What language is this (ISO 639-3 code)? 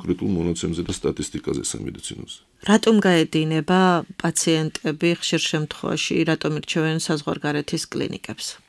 kat